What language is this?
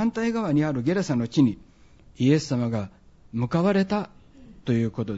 Japanese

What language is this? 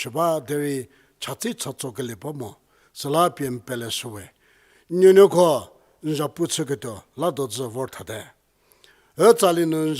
Angami Naga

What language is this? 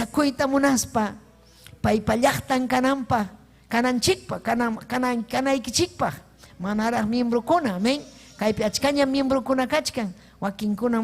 Ayacucho Quechua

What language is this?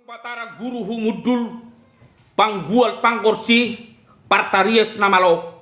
Batak Toba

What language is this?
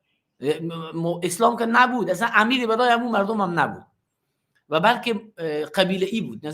Persian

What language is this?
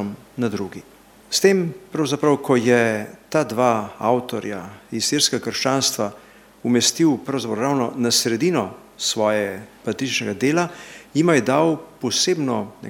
Slovenian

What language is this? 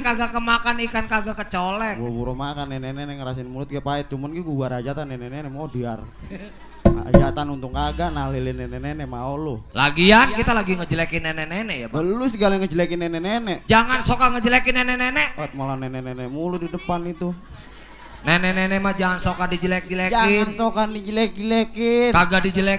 Betawi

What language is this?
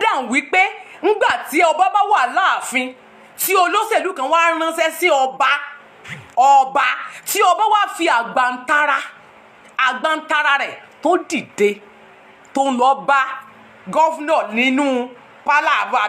Yoruba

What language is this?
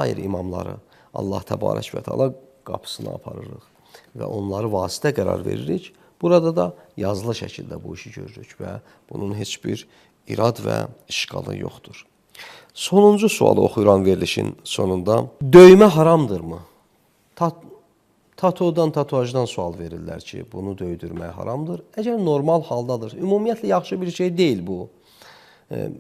Azerbaijani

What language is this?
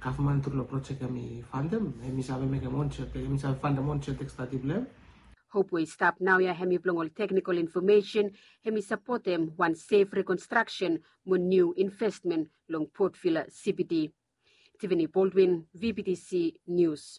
Bislama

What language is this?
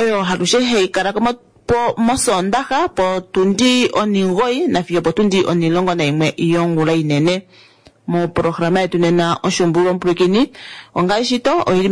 Kuanyama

